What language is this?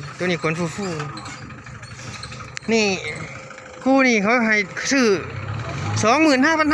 Northeastern Thai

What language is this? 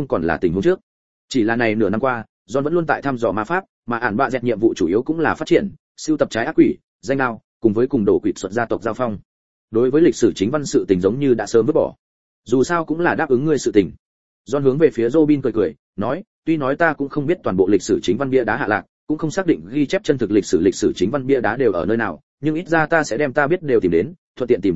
Vietnamese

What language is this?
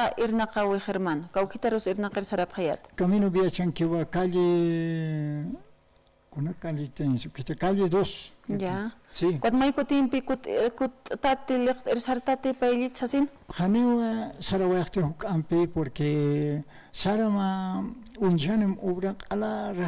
Aymara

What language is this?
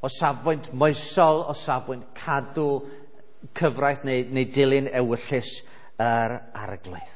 Welsh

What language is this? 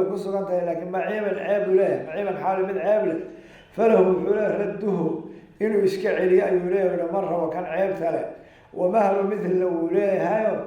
Somali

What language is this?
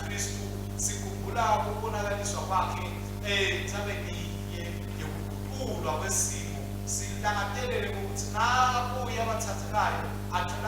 Swati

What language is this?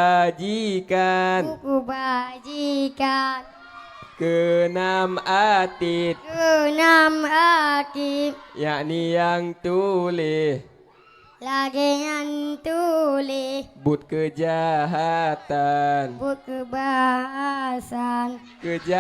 Achinese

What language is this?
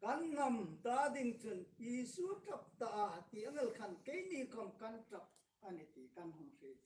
Hmar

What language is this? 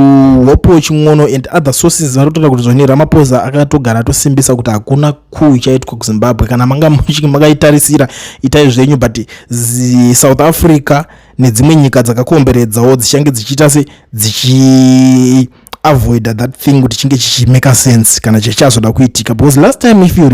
Shona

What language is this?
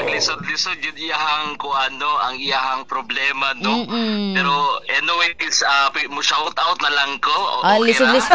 Cebuano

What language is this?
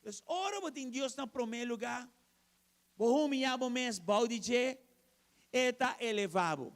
Papiamento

